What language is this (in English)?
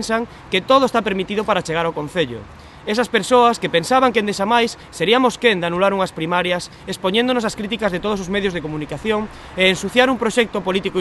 Galician